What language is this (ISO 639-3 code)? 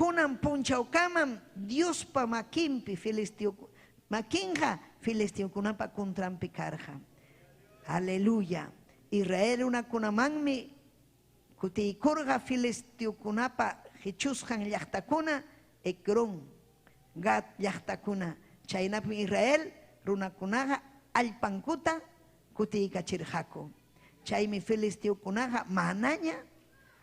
quy